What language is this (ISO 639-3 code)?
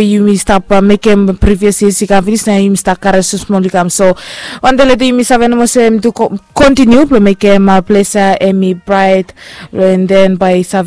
bis